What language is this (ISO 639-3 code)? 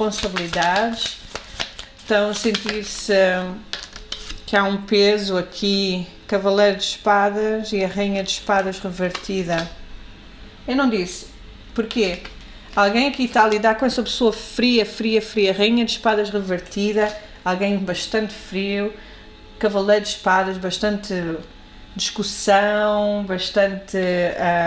por